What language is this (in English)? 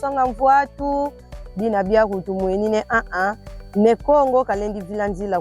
Kongo